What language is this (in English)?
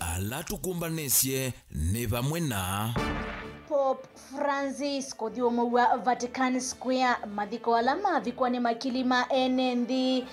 Kamba